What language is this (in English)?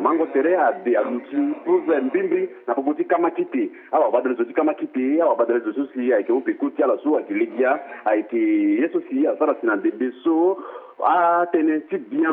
Sango